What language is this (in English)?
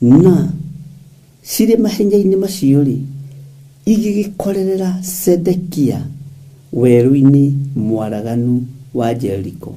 Kikuyu